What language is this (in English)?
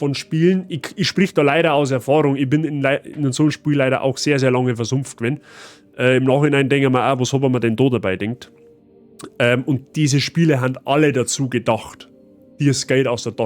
Bavarian